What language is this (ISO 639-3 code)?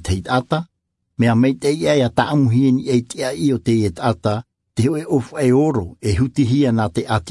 tah